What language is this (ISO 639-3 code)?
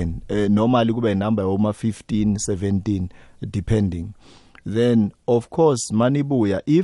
nbl